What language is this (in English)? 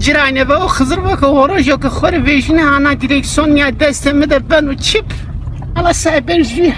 Zaza